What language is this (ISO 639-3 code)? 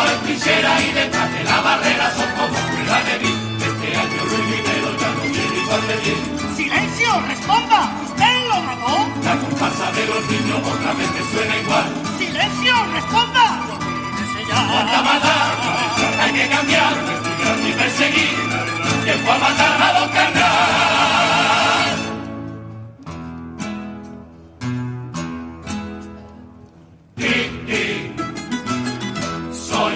spa